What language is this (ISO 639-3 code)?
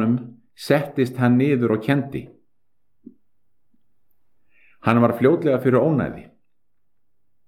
isl